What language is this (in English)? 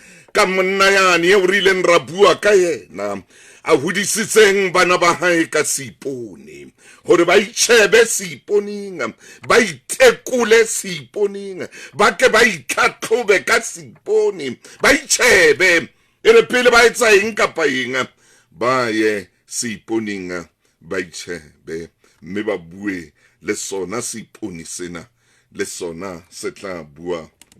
Southern Sotho